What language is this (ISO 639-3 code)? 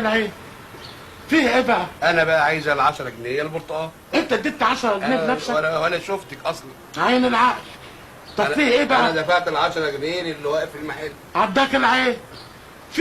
arz